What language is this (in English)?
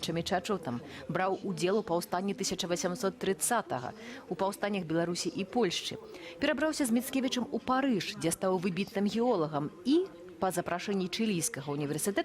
Belarusian